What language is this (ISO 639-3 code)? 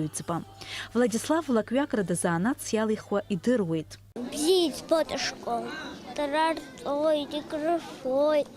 abk